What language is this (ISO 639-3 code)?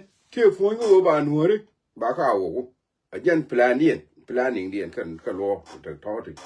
nus